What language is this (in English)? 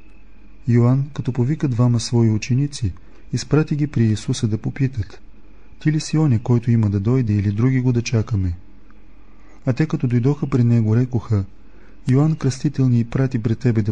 Bulgarian